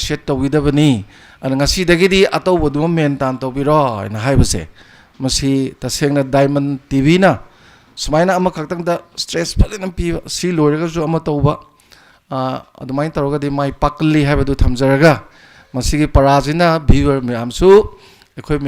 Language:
Manipuri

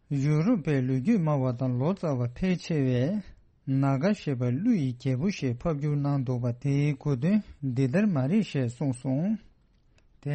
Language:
Tibetan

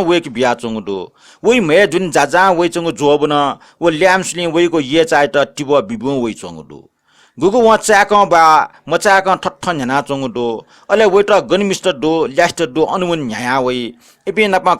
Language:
Newari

